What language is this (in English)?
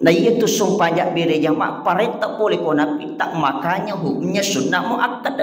Buginese